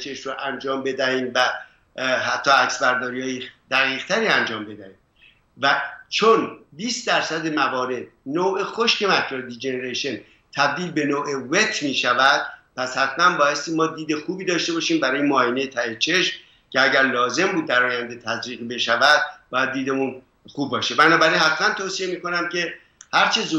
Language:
Persian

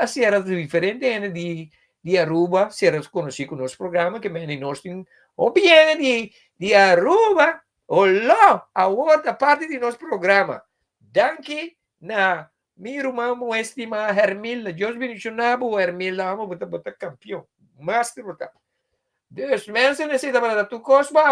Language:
Papiamento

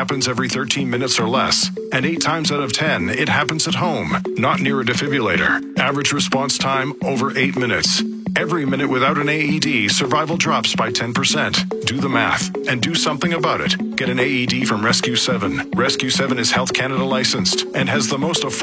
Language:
English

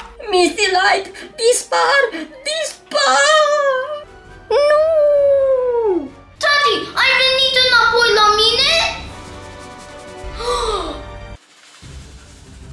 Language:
Romanian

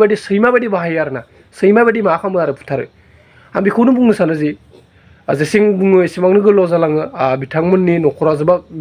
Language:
Bodo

